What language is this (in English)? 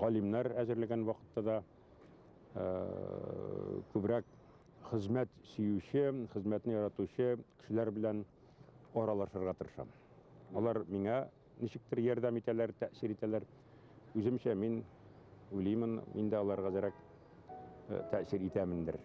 Bashkir